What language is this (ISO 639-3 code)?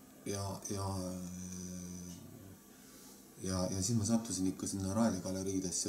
est